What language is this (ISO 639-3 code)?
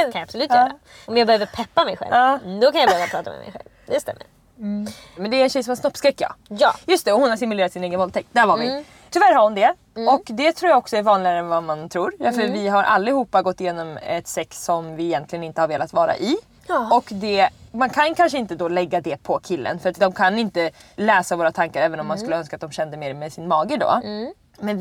swe